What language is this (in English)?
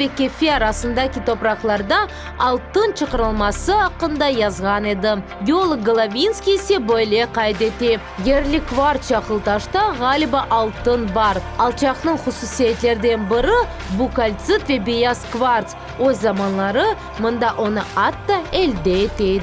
Crimean Tatar